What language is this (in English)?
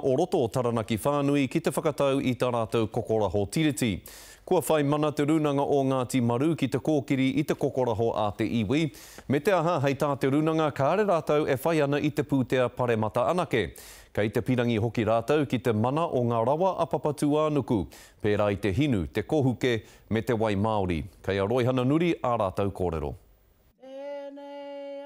Māori